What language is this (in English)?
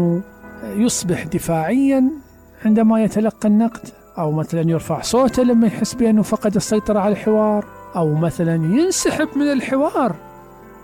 Mesopotamian Arabic